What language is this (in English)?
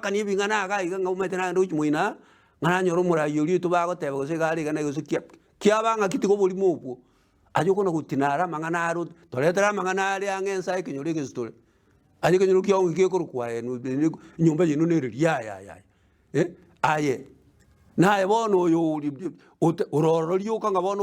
Gusii